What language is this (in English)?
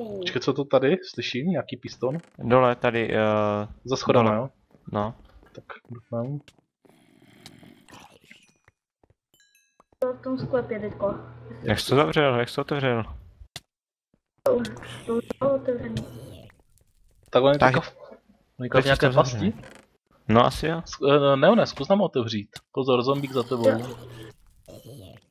Czech